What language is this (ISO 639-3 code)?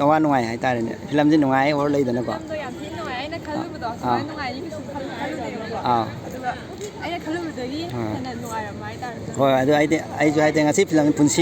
mni